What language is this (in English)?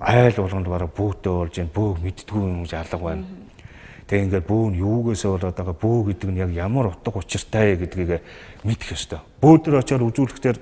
Mongolian